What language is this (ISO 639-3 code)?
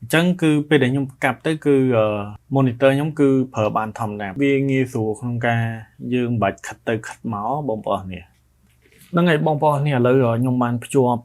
khm